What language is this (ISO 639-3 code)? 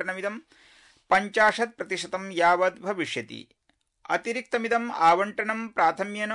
san